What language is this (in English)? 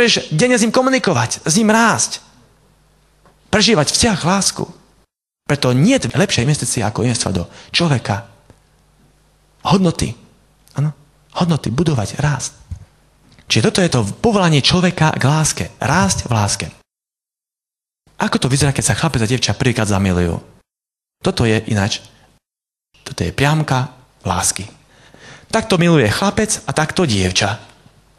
Slovak